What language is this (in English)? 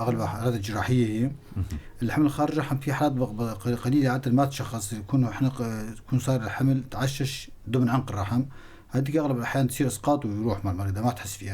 North Levantine Arabic